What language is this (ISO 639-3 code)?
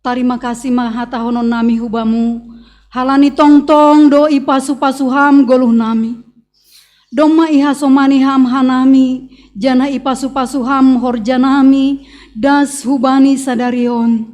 bts